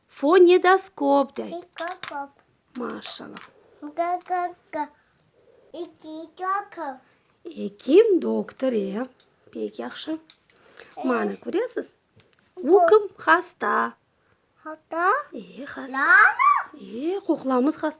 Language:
Crimean Tatar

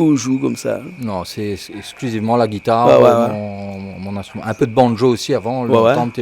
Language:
Réunion Creole French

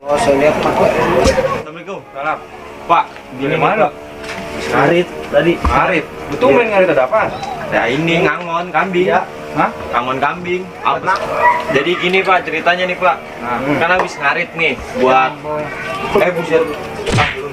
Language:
Betawi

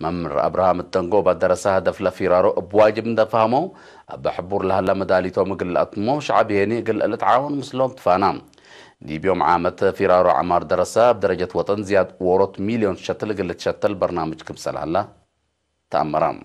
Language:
Tigre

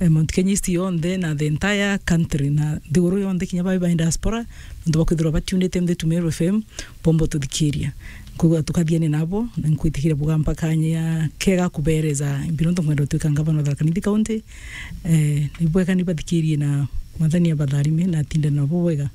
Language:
Meru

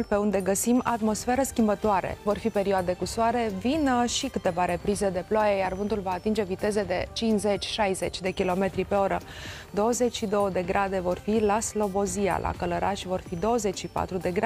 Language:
Romanian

